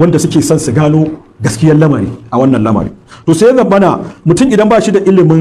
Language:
Hausa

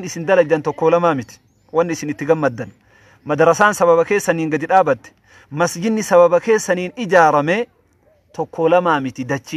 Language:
Oromo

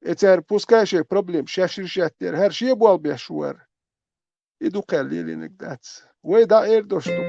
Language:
Chechen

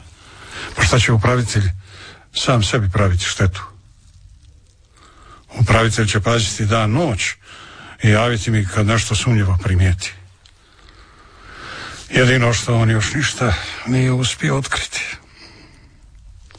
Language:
Croatian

